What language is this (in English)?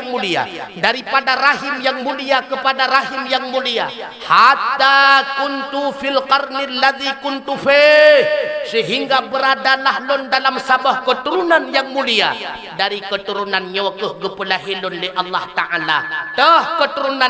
Achinese